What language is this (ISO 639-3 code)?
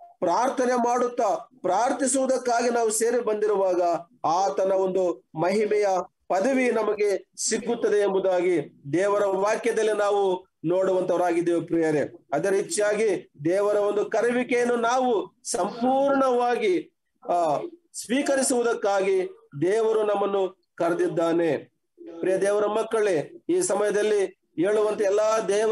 kan